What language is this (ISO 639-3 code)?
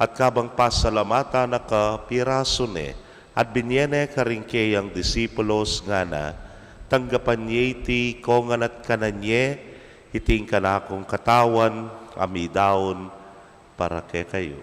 pam